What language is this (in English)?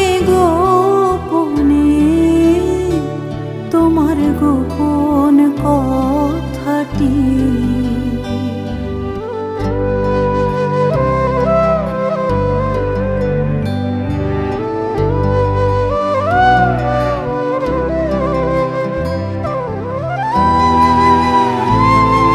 Bangla